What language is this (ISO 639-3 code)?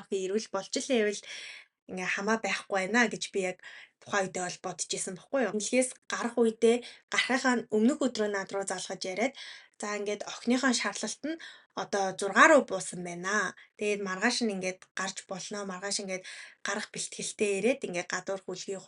mon